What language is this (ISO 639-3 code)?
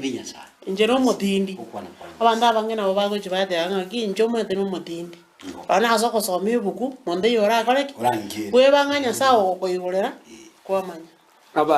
guz